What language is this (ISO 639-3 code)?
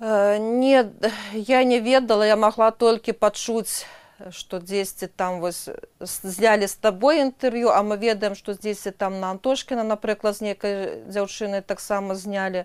bel